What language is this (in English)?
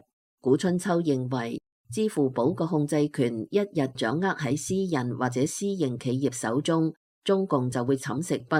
Cantonese